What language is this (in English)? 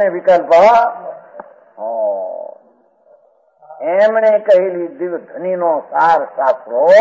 Gujarati